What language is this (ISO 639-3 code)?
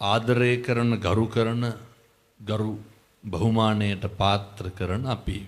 sin